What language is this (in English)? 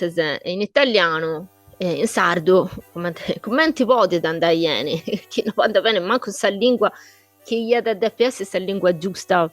Sardinian